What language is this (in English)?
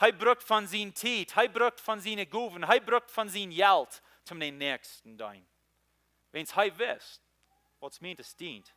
Plautdietsch